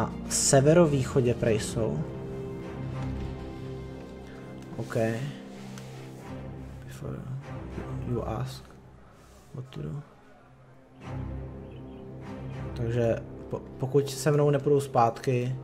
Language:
Czech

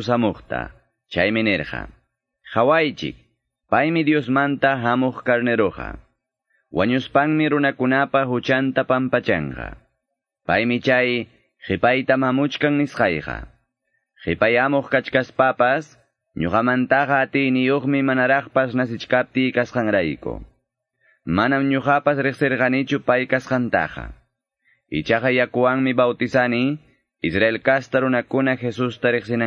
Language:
Quechua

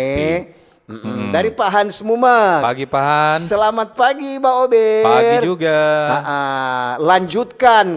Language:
Manado Malay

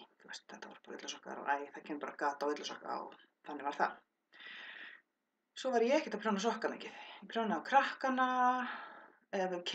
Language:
Icelandic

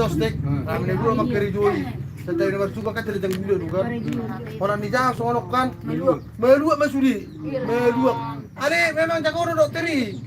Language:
Batak Toba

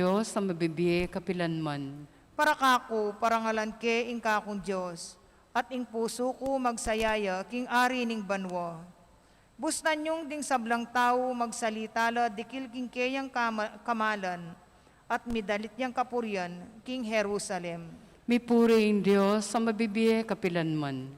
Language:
Pampanga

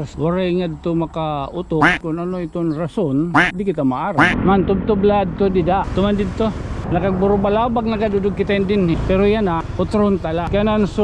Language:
Waray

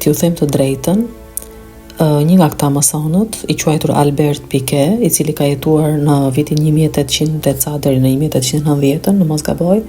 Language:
Albanian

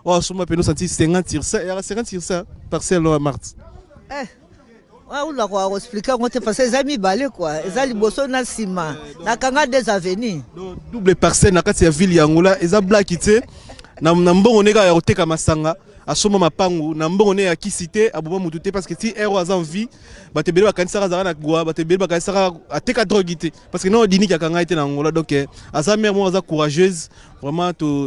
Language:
Lingala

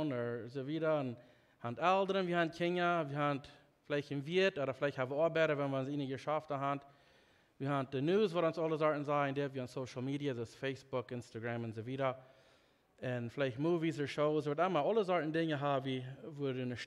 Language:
Plautdietsch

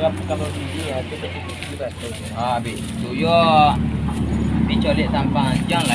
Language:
Minangkabau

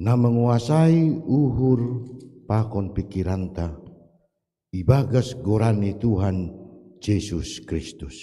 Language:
Batak Simalungun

